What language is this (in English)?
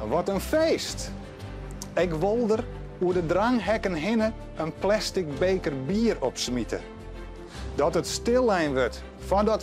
Western Frisian